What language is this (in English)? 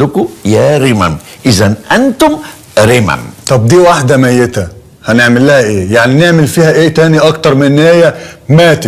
Egyptian Arabic